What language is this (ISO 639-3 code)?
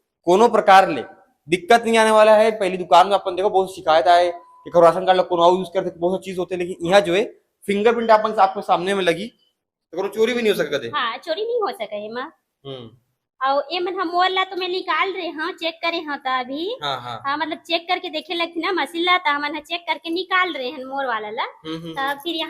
hne